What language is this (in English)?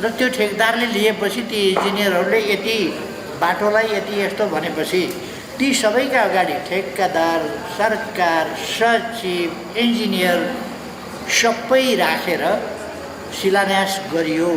Nepali